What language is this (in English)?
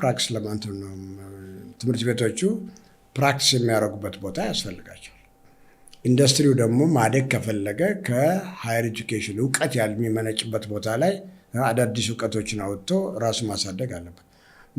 Amharic